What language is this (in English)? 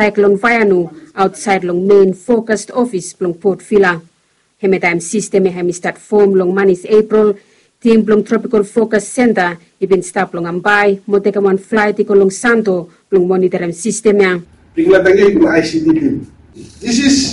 Bislama